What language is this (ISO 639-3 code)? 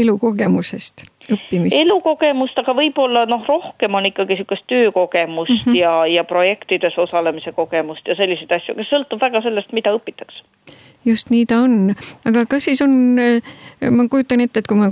est